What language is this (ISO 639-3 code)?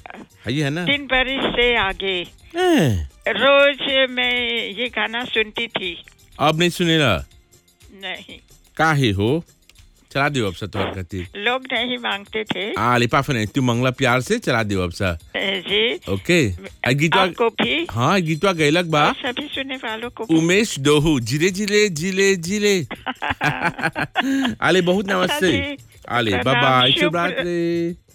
bho